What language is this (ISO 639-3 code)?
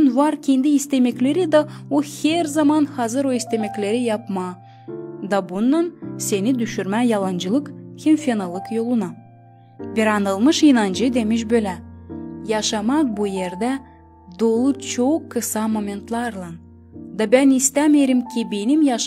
gag